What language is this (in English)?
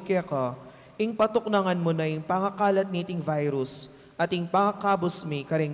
Pampanga